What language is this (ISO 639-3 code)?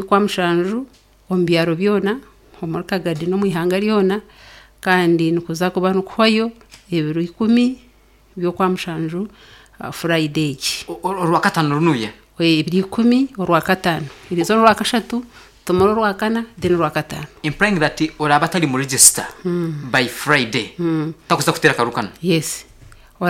nyn